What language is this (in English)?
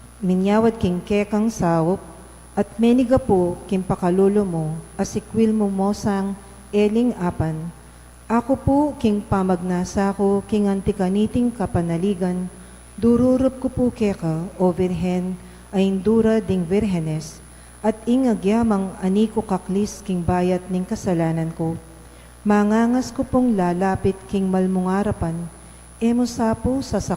Pampanga